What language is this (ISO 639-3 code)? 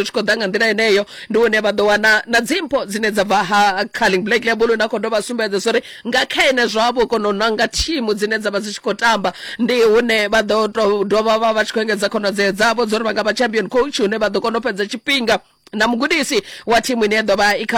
ven